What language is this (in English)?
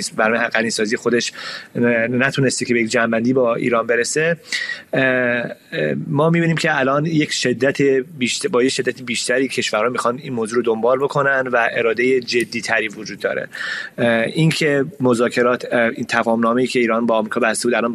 Persian